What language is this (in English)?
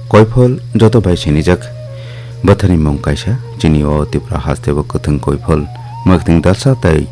Kok Borok